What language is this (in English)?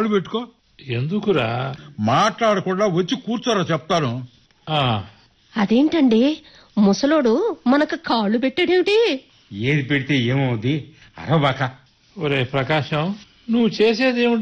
Telugu